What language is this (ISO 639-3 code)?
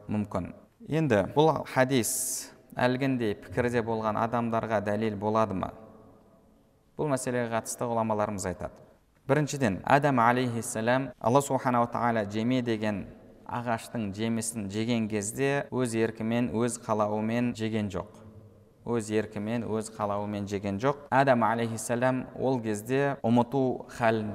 kaz